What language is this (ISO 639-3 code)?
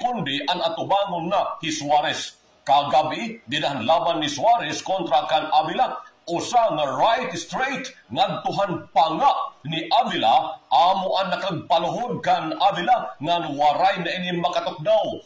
war